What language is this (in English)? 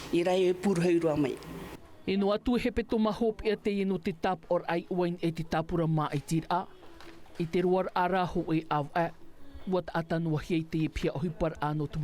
Tahitian